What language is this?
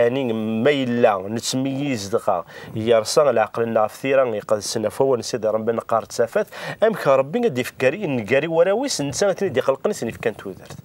Kabyle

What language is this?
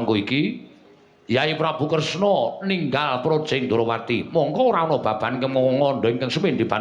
Javanese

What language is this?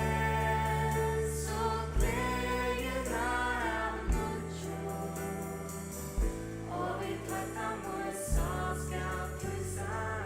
Faroese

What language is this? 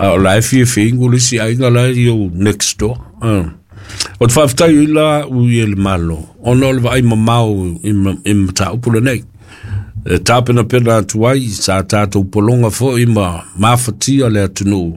Samoan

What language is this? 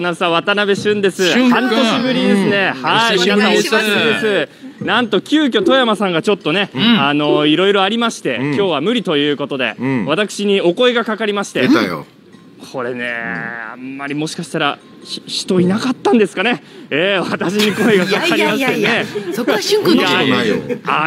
Japanese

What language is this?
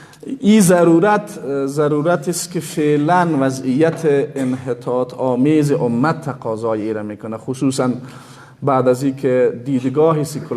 Persian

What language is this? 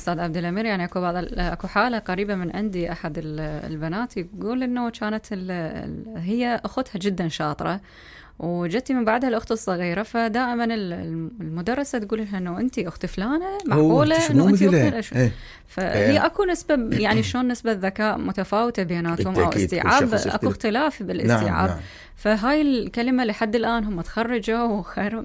Mesopotamian Arabic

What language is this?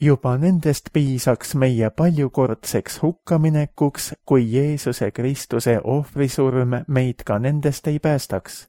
Estonian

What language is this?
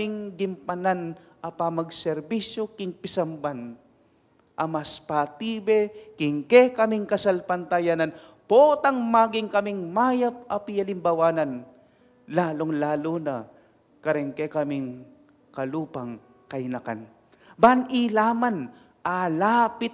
Pampanga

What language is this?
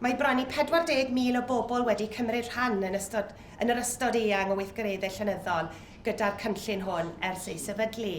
Welsh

